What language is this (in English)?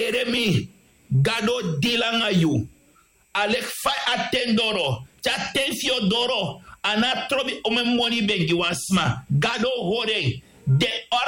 Sranan Tongo